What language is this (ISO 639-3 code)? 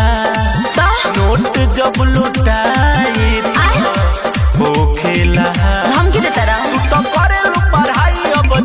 bho